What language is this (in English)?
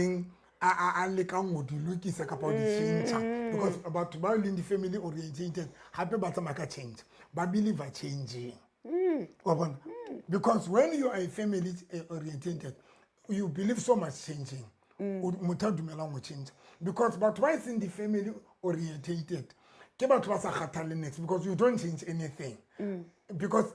Southern Sotho